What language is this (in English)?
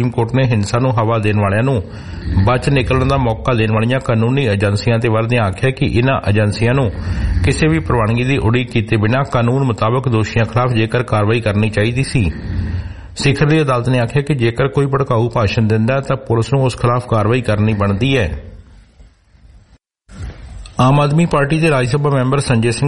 Punjabi